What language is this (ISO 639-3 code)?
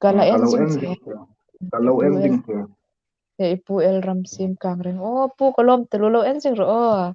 hmr